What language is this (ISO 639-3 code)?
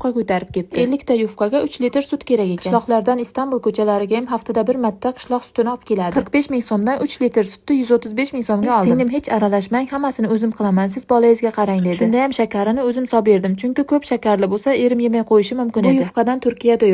uzb